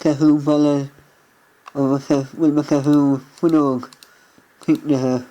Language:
Irish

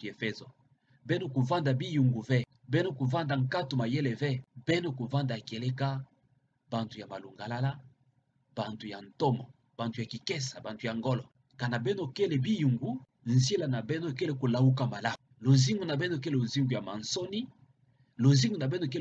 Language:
Kituba (Democratic Republic of Congo)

